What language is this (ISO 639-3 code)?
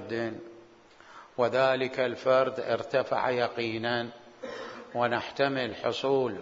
acm